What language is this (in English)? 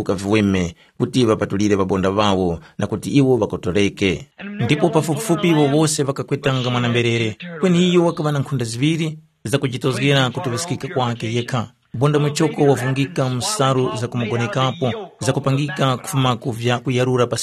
Tumbuka